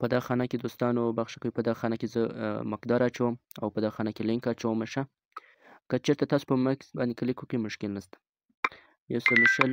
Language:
Pashto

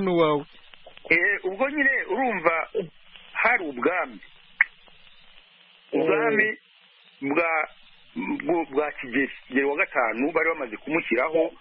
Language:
Kinyarwanda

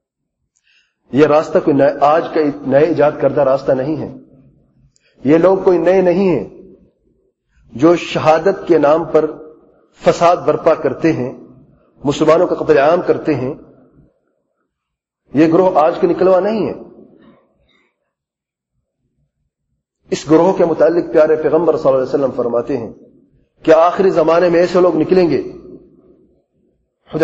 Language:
Urdu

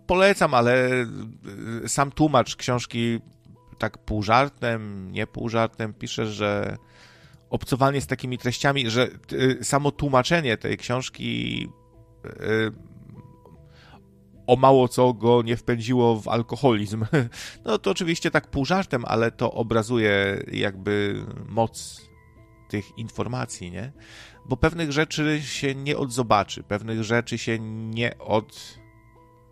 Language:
Polish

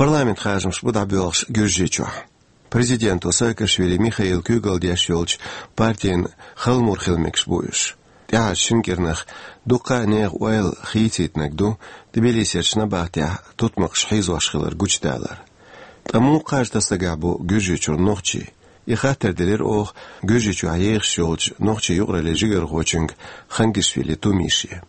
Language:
Chechen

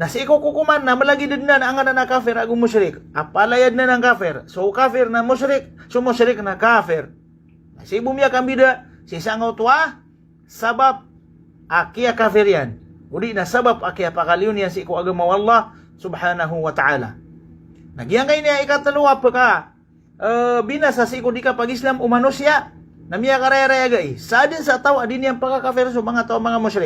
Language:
Maranao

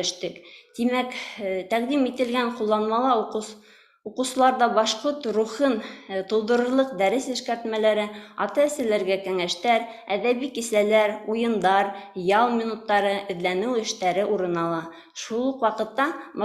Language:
Bashkir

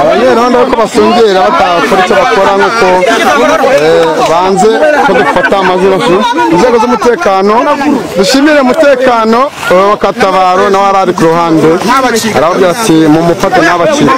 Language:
Kinyarwanda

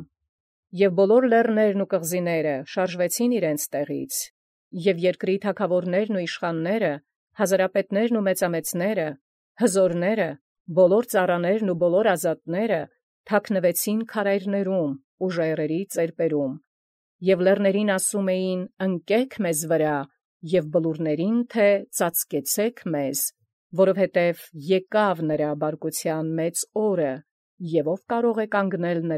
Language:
Armenian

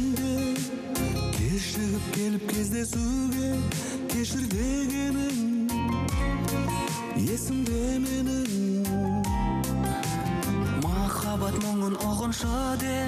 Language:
Kazakh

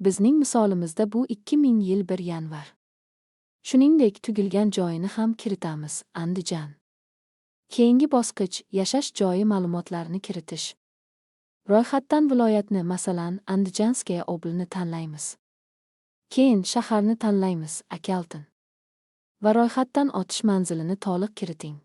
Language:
Uzbek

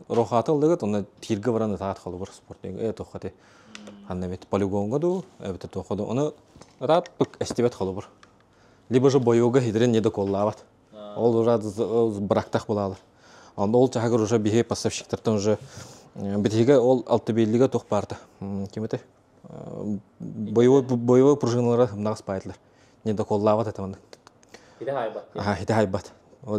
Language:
Yakut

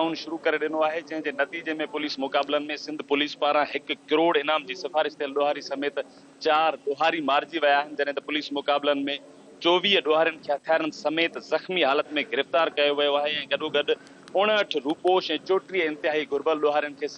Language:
Sindhi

